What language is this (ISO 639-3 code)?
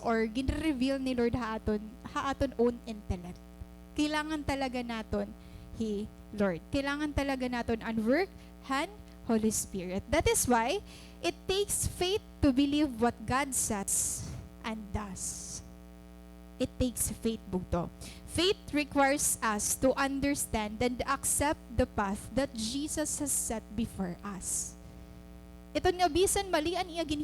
war